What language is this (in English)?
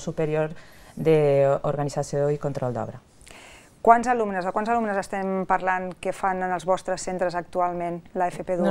Catalan